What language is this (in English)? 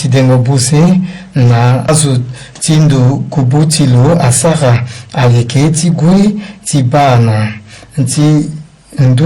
Sango